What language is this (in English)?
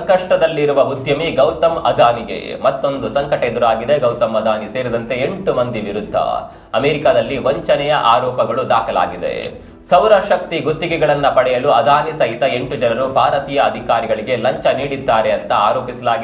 Kannada